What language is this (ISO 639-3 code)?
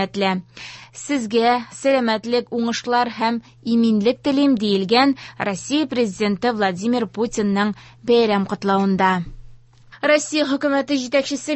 tat